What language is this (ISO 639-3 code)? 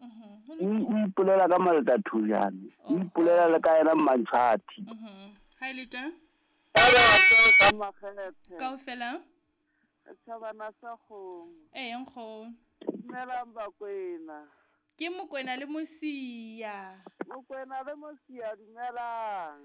sot